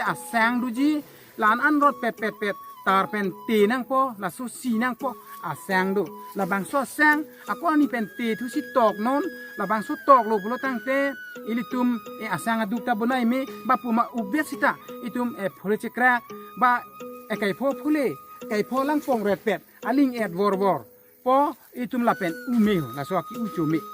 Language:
Karbi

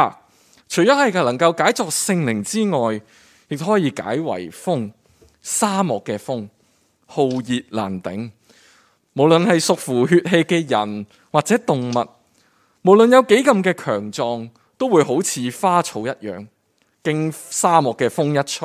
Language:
Cantonese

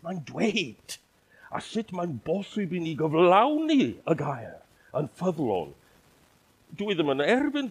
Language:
Welsh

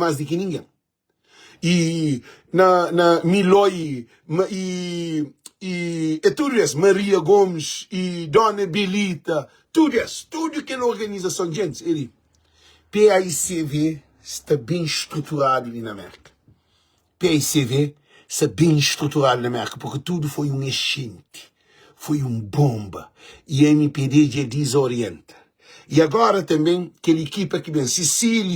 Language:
Kabuverdianu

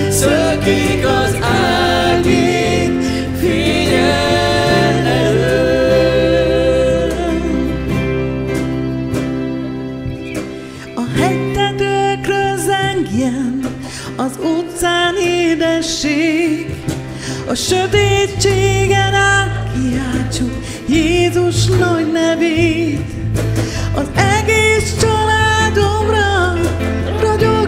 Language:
Hungarian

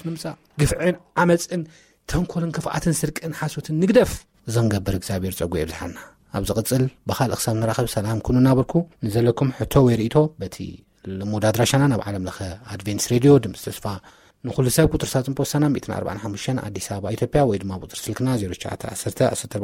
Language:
Tigrinya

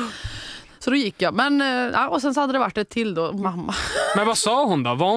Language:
Swedish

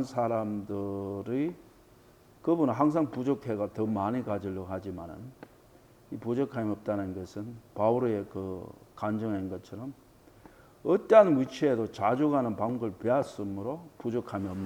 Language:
Korean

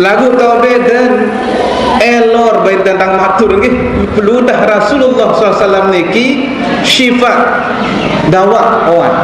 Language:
Sasak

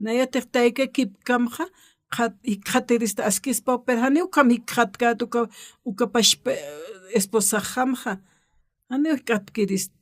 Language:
Aymara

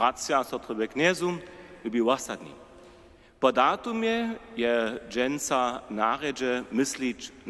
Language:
Upper Sorbian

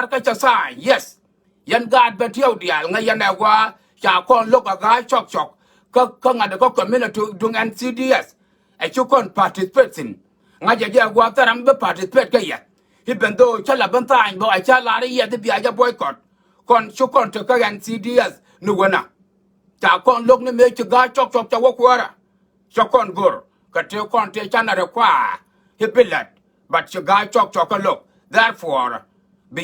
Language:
Nuer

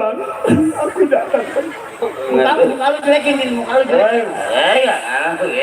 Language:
Betawi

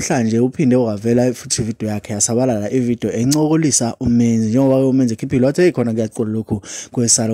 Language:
Zulu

